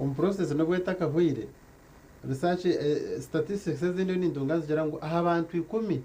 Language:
Nyankole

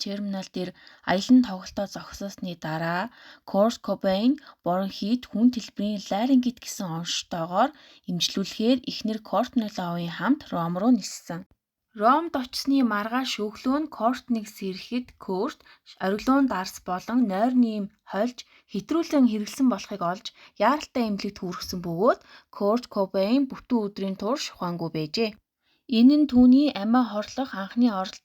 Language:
Mongolian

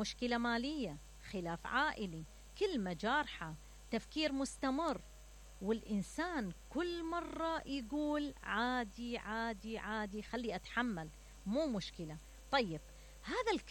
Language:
Mesopotamian Arabic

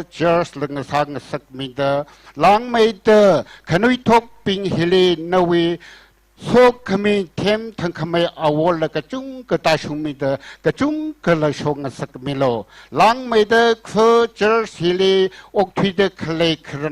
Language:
Tangkhul Naga (India)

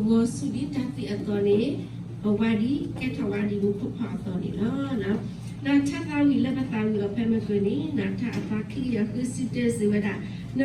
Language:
S'gaw Karen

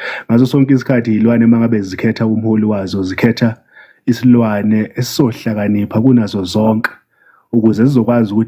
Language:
Zulu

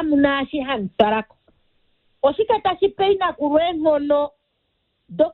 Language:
Kuanyama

